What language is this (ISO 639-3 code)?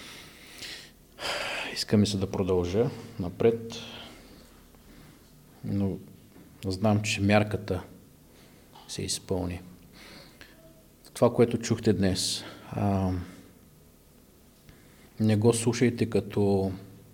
bul